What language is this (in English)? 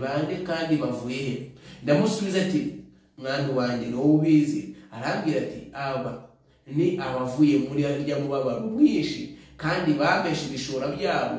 Kinyarwanda